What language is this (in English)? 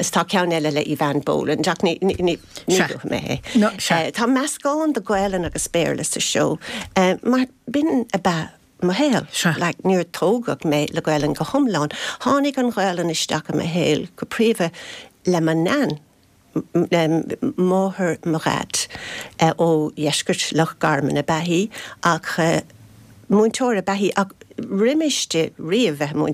Irish